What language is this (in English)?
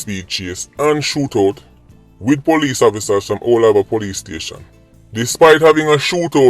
Jamaican Creole English